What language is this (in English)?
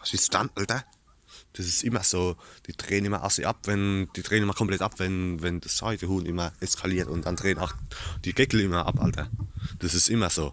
Palatine German